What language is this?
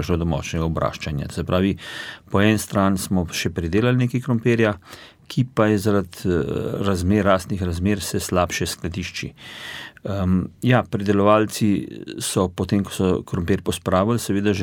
Slovenian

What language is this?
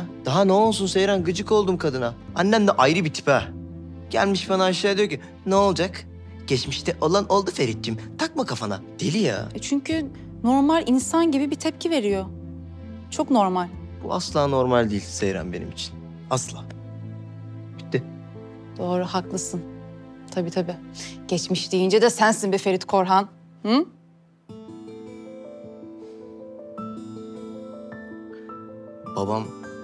Turkish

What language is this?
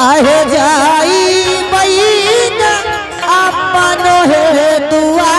Angika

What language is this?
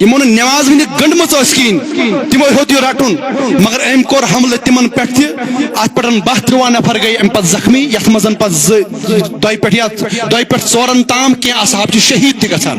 Kashmiri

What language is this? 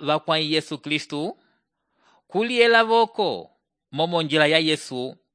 Umbundu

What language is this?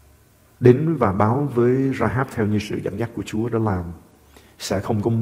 Vietnamese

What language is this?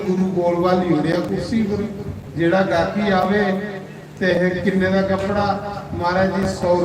Dogri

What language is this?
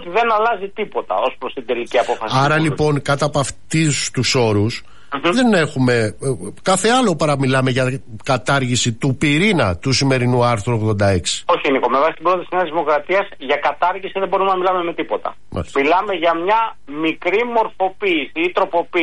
Greek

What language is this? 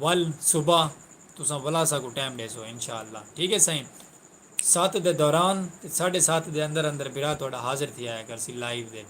Saraiki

